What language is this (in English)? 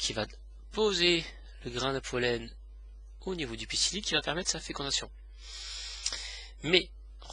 French